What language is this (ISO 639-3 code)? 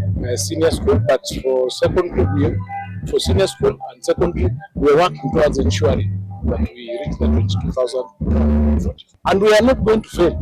kam